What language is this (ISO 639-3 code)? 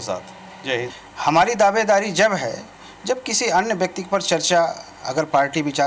hin